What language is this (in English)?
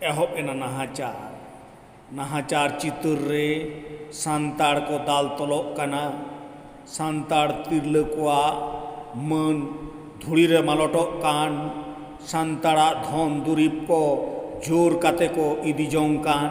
Santali